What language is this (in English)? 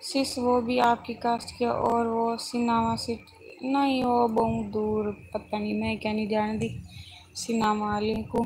Saraiki